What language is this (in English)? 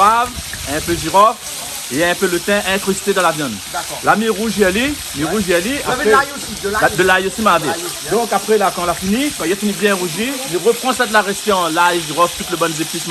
Réunion Creole French